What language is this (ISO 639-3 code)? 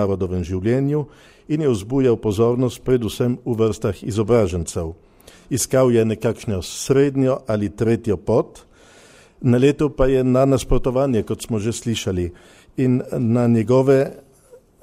slv